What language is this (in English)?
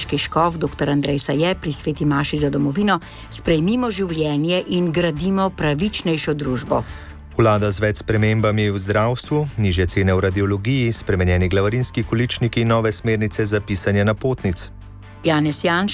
Slovenian